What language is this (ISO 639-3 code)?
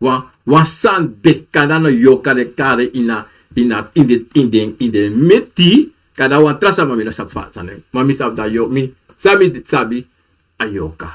srn